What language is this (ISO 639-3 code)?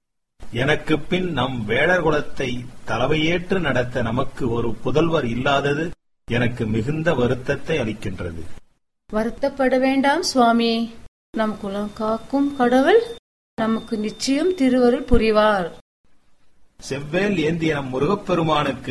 tam